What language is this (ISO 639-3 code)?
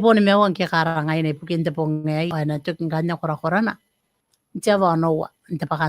gil